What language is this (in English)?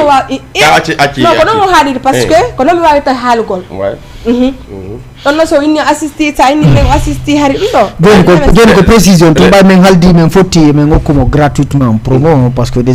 Fula